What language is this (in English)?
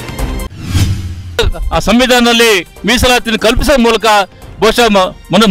Kannada